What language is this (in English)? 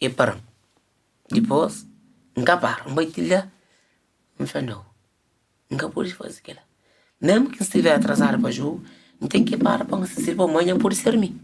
Kabuverdianu